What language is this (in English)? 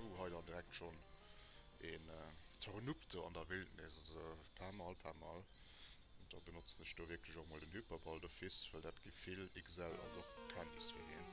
Luxembourgish